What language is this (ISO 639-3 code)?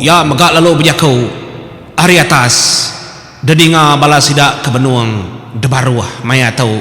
iba